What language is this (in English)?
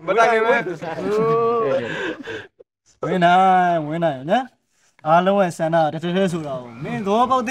Burmese